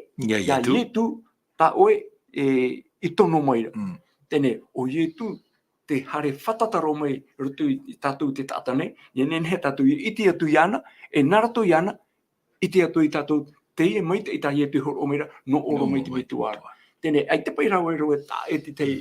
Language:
Tahitian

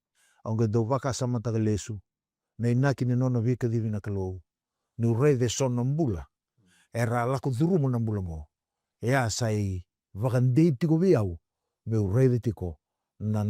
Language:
Fijian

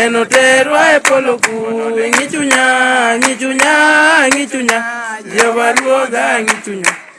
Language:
Luo (Kenya and Tanzania)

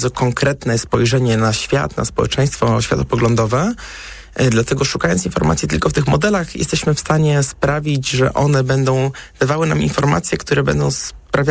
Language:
Polish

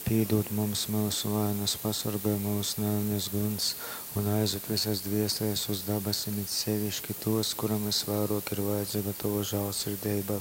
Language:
Latgalian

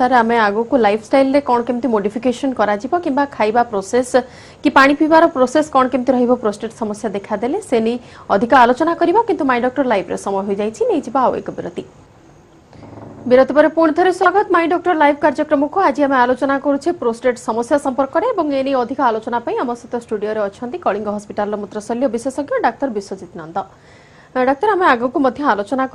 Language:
Odia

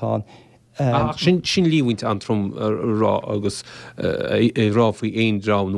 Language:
Irish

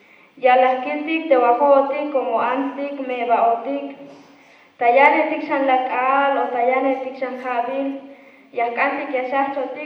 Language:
Tzeltal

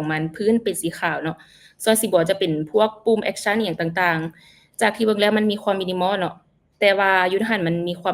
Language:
Lao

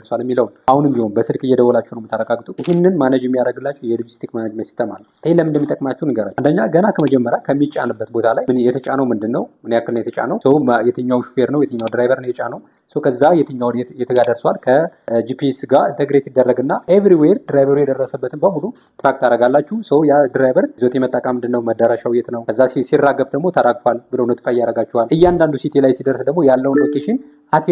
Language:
Amharic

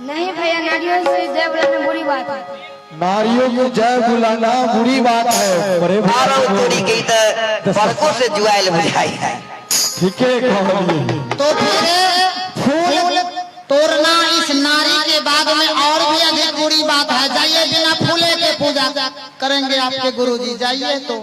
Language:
Maithili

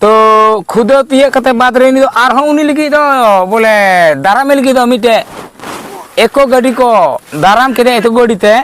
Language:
Santali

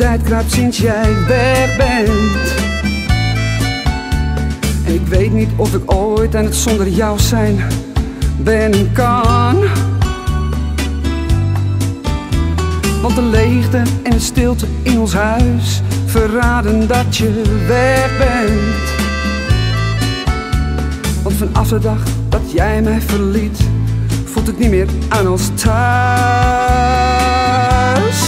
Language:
Dutch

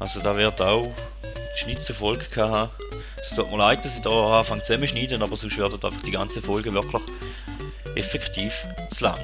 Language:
Swiss German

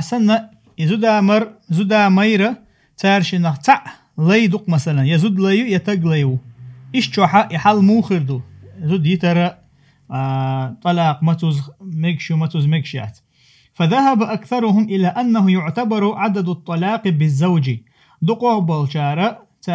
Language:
Chechen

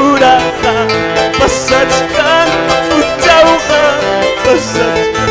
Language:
Quechua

